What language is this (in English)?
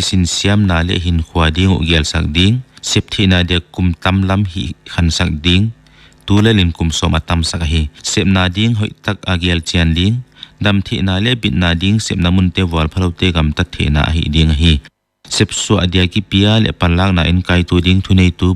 Paite Chin